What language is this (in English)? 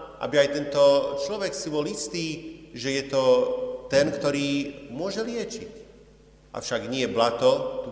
Slovak